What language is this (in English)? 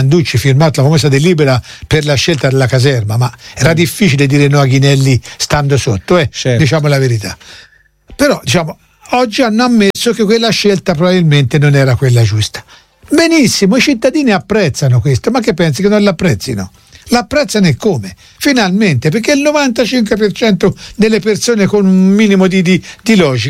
Italian